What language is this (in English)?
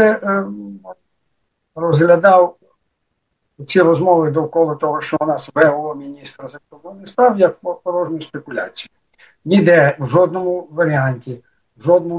Ukrainian